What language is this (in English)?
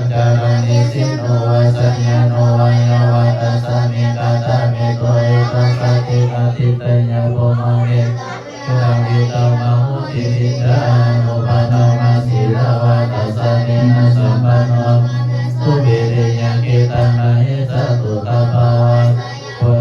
Pali